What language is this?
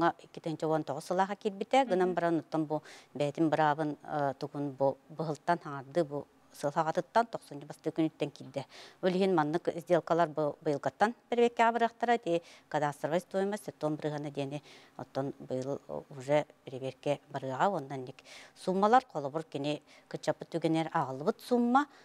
Yakut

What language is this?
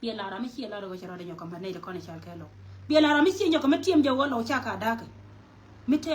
Nuer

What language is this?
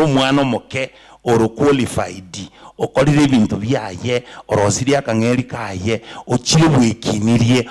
Gusii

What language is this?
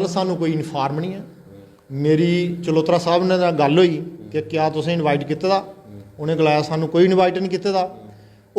Dogri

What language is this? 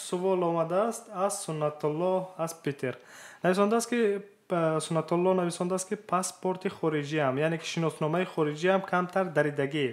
Tajik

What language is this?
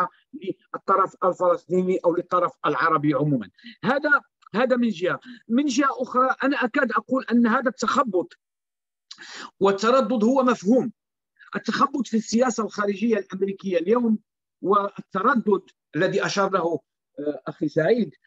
Arabic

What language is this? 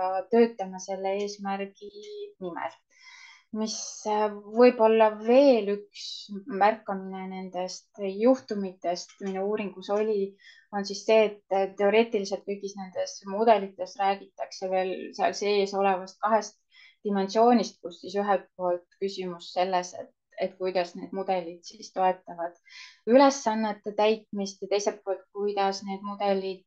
Estonian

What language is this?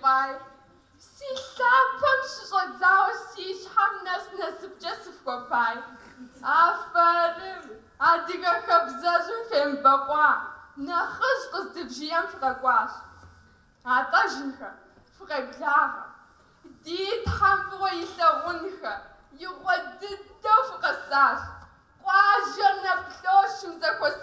Kabardian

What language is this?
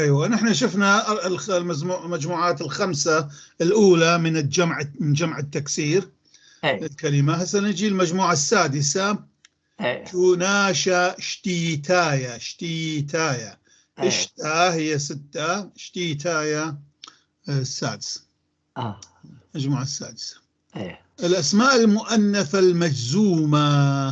North Levantine Arabic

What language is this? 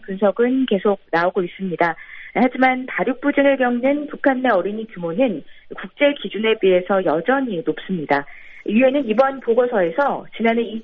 Korean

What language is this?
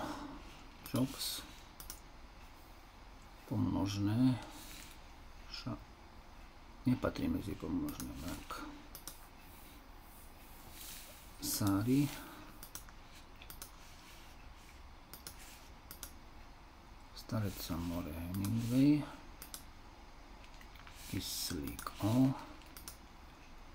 Slovak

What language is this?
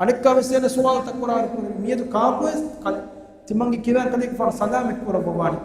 Divehi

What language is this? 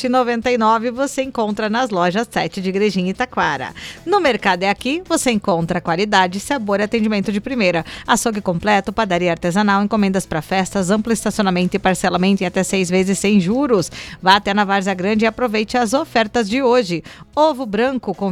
Portuguese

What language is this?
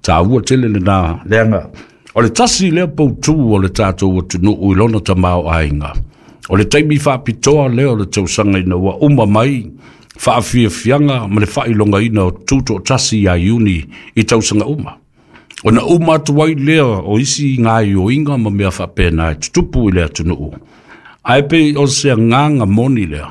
Samoan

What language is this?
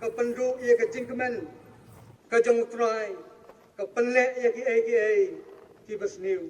Khasi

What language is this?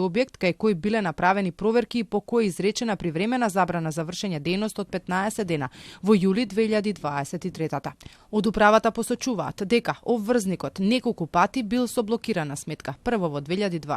Macedonian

